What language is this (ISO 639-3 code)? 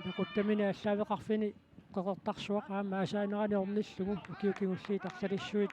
kal